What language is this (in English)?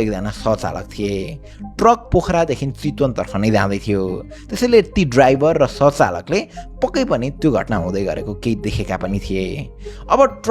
Nepali